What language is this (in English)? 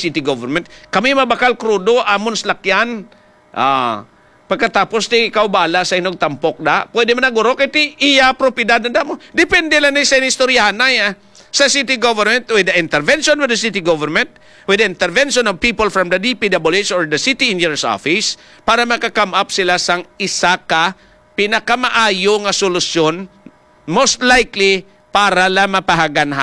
Hiligaynon